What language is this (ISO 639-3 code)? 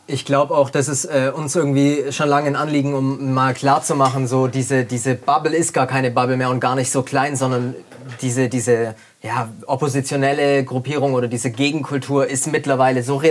deu